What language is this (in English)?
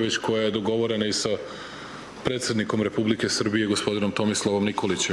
Serbian